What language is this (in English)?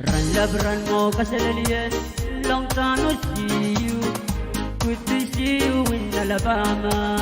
Pohnpeian